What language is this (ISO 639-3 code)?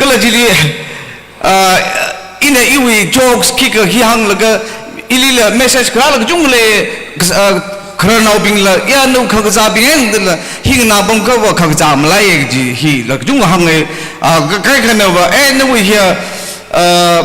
nmf